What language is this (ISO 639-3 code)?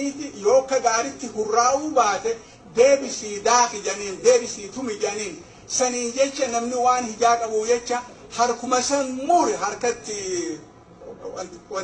orm